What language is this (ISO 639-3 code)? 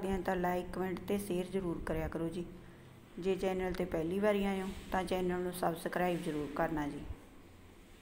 pan